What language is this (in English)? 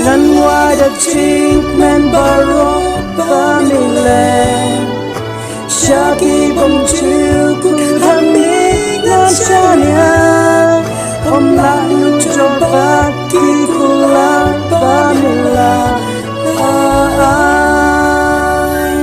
Khasi